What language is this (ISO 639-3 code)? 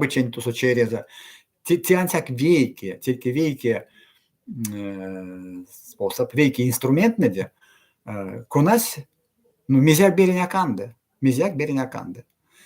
myv